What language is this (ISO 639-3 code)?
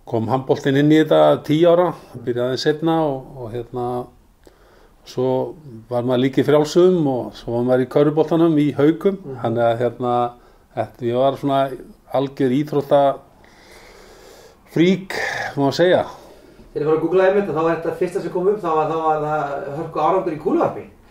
isl